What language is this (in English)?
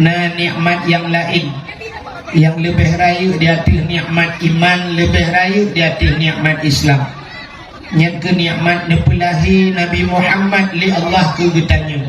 Achinese